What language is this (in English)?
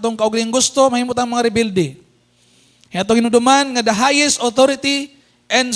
Cebuano